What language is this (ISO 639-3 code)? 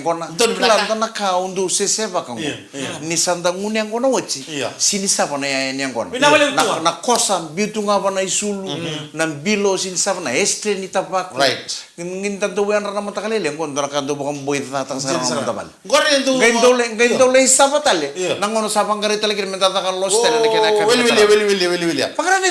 fij